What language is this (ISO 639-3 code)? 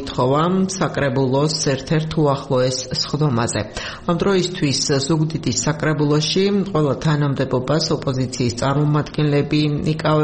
kat